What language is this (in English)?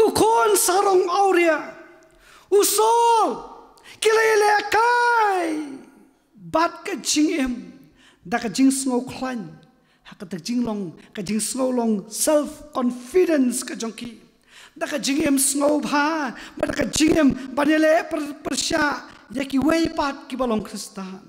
Khasi